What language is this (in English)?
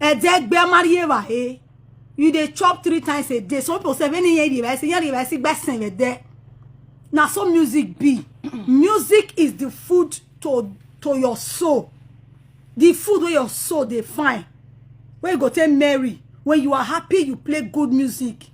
Nigerian Pidgin